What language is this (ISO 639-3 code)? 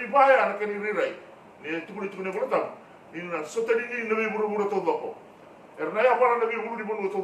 fij